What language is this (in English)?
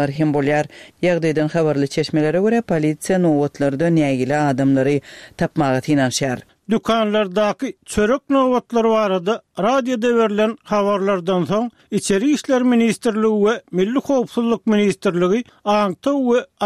Turkmen